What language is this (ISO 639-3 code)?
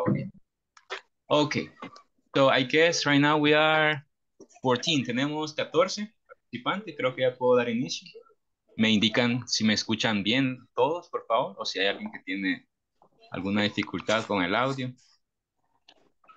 spa